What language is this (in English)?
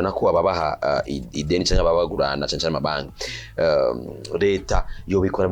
Rundi